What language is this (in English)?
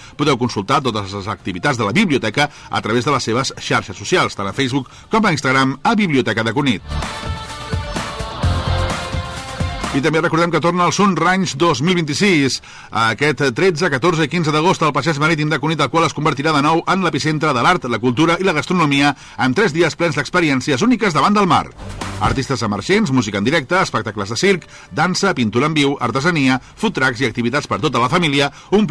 Catalan